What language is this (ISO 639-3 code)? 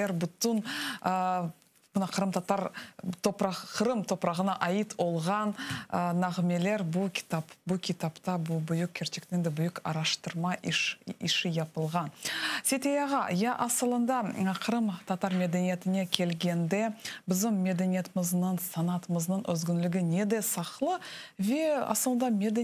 crh